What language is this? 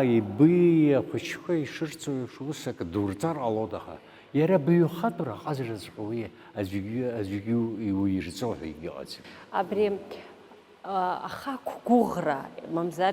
Abkhazian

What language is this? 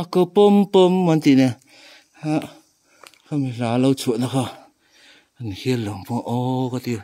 Mizo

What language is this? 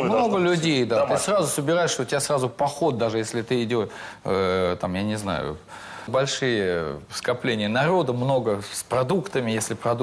Russian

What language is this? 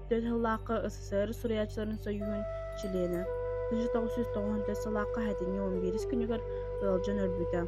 Yakut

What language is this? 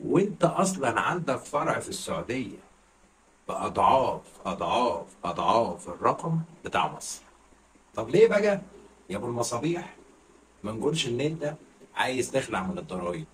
Egyptian Arabic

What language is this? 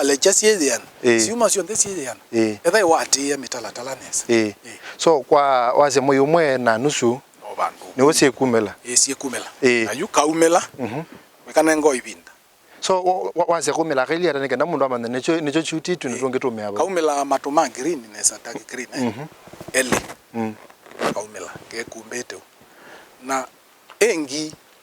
Kamba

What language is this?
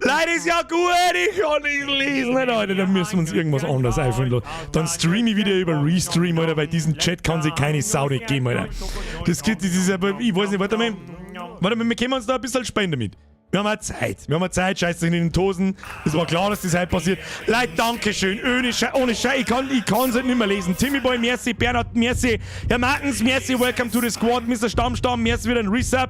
Bavarian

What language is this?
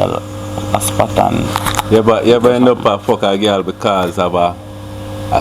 Jamaican Creole English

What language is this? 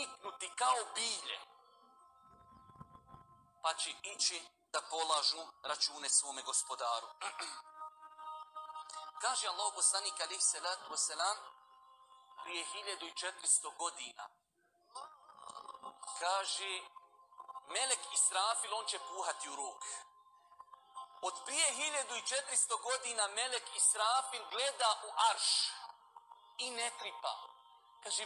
Bosnian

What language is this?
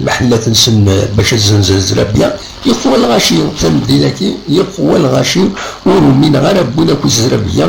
Kabyle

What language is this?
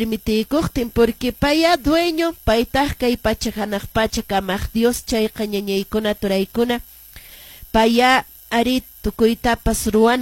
Quechua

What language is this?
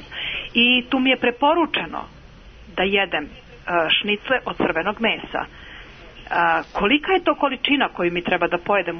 Serbian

